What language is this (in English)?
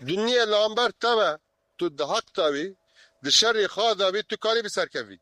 Kurdish